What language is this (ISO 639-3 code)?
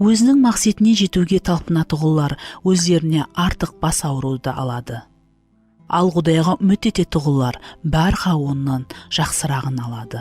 kaa